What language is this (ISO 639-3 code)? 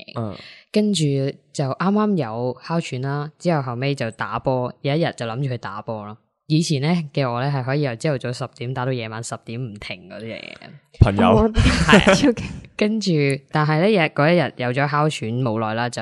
yue